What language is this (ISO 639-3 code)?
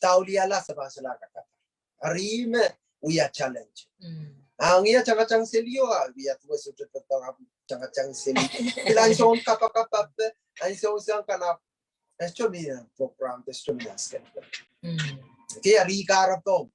pon